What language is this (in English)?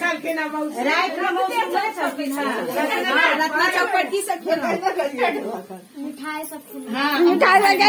Maithili